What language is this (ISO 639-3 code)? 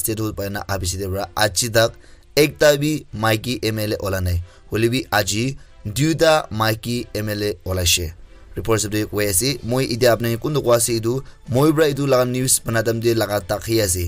nag